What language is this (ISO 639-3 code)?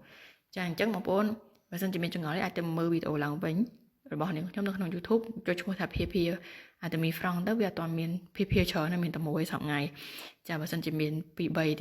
khm